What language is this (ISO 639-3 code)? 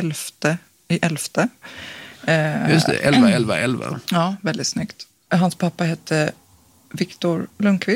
swe